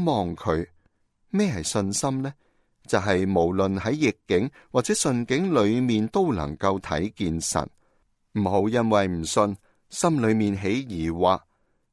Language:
Cantonese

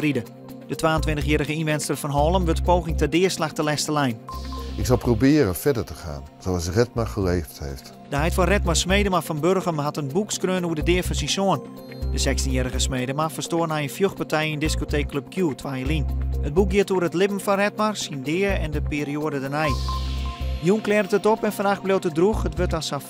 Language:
Western Frisian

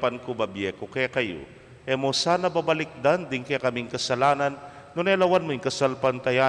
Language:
Pampanga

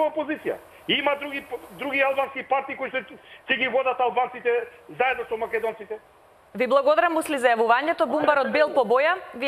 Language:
Macedonian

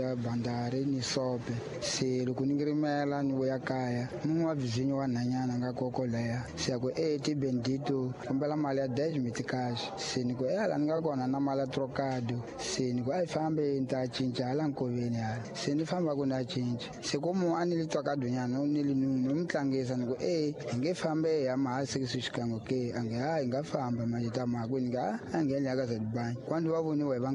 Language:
Tsonga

